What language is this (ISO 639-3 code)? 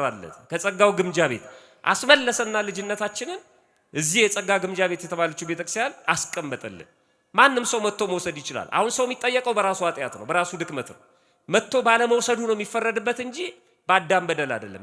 amh